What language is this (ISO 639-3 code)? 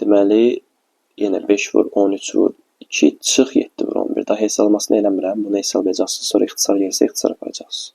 aze